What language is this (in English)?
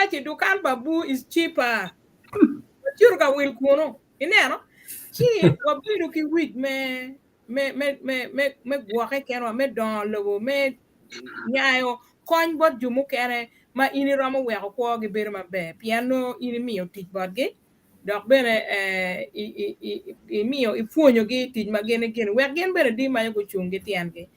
Acoli